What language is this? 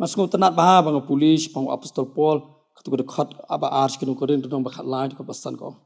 Khasi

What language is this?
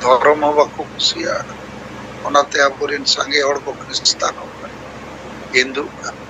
Santali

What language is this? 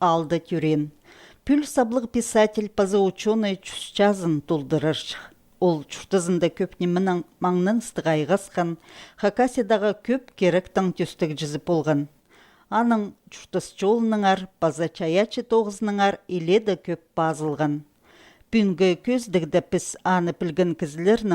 Khakas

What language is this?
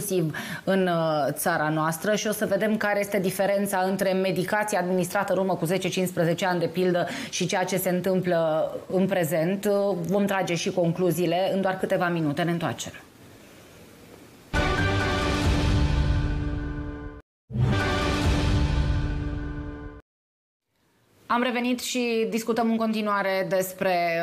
Romanian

